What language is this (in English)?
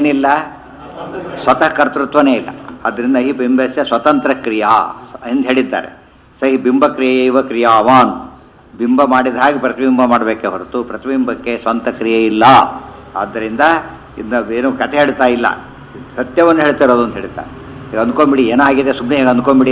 Kannada